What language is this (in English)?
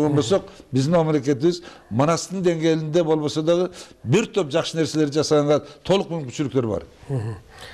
Kyrgyz